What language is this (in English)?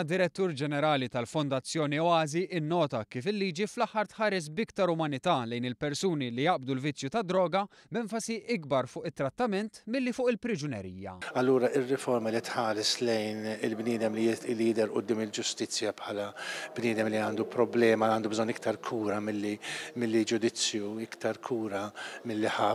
Maltese